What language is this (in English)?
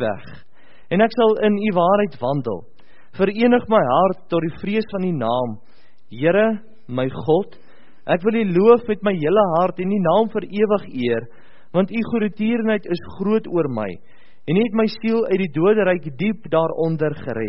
Afrikaans